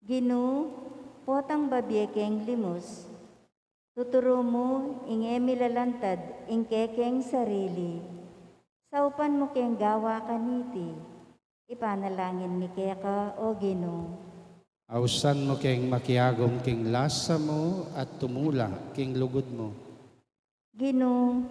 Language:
Pampanga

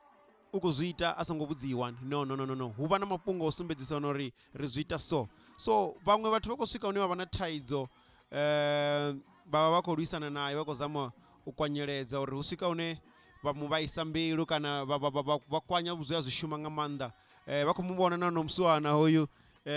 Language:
Venda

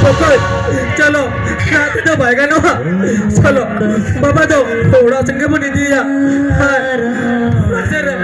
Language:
Santali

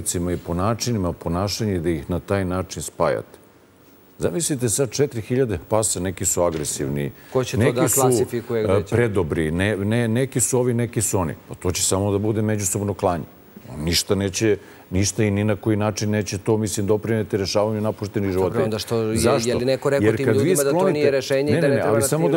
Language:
Serbian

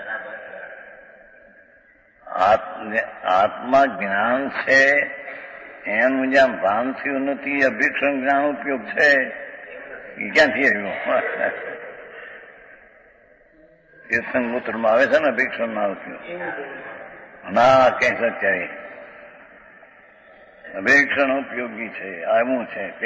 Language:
Gujarati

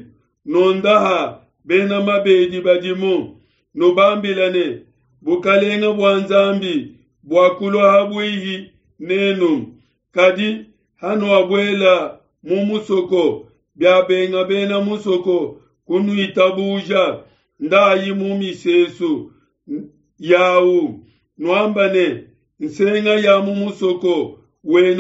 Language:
Luba-Lulua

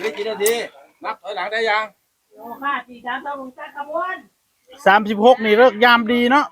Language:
Northeastern Thai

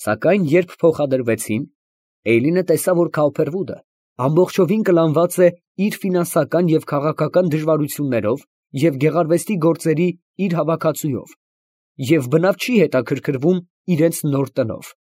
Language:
Armenian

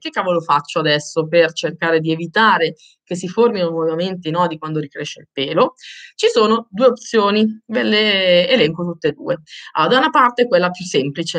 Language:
Italian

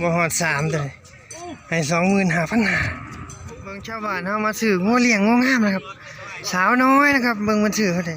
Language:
Northeastern Thai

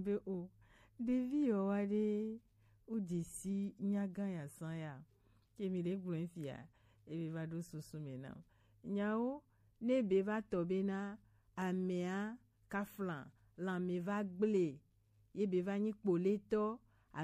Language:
Gen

